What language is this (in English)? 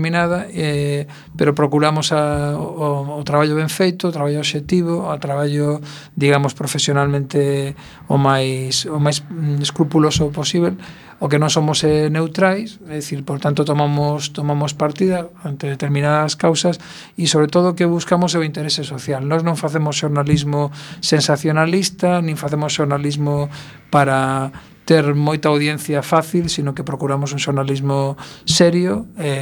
Galician